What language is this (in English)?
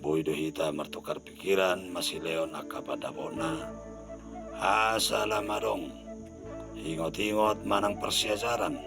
Batak Toba